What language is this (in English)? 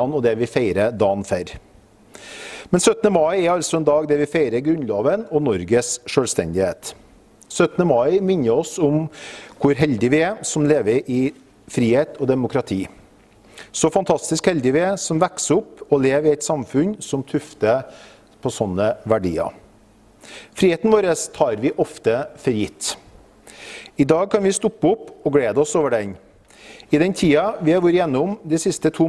Norwegian